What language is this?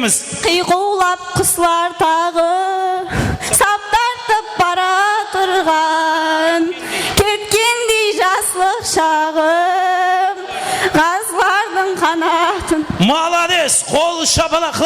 Kara-Kalpak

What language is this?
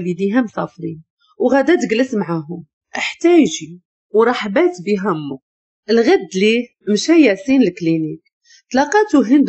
Moroccan Arabic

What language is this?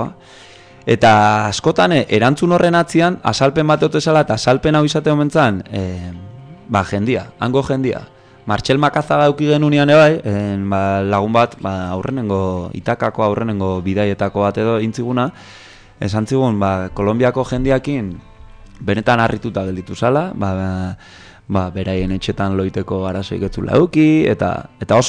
Basque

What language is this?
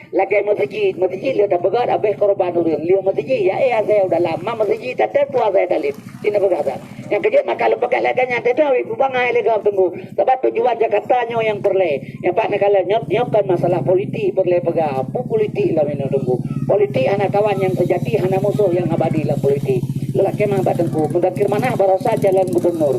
Achinese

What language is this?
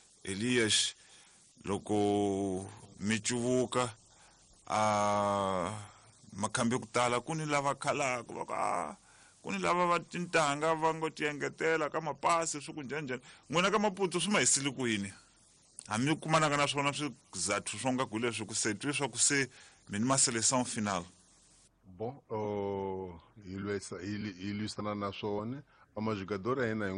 Tsonga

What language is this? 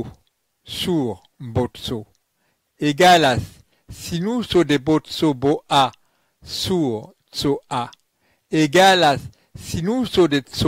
Esperanto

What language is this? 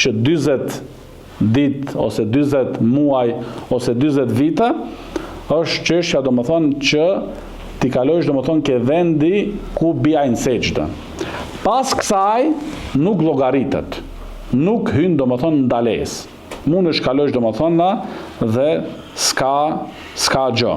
Albanian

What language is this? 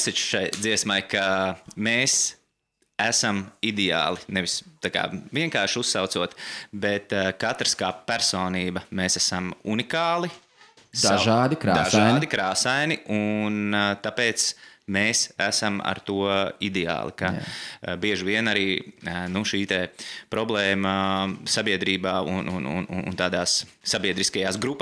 Latvian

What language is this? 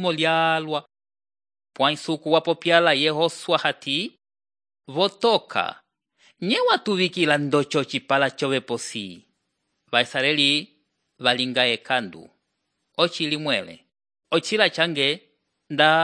Umbundu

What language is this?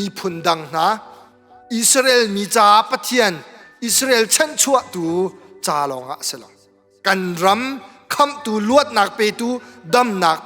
Hakha Chin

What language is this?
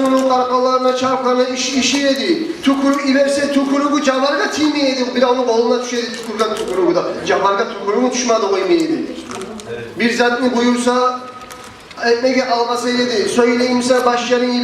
Kumyk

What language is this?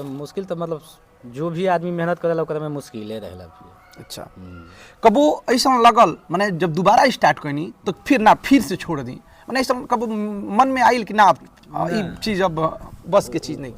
Bhojpuri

